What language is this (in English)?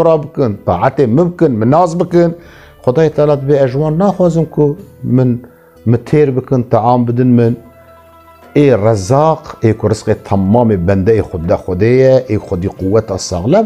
Kurdish